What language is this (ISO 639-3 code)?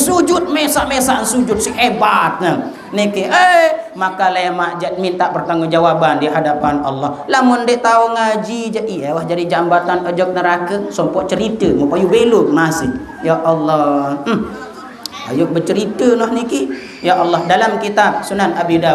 sas